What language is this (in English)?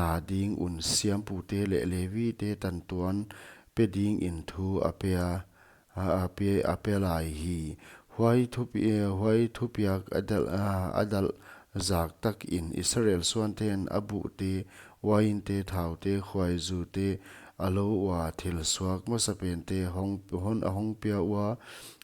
Paite Chin